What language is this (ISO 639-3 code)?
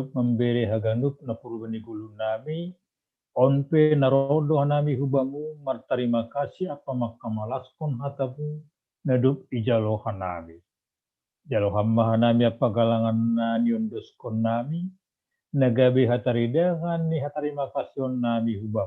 bts